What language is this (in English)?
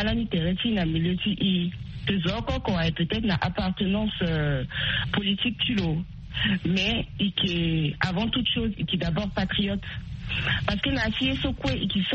Sango